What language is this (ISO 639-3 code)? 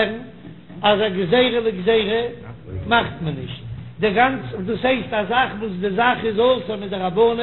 yid